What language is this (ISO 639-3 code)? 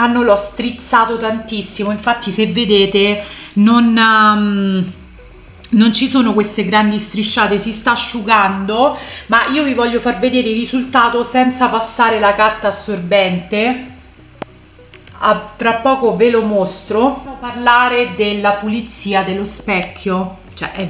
ita